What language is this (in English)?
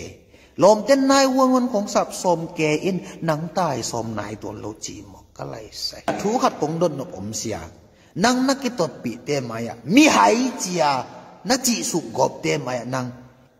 Tedim Chin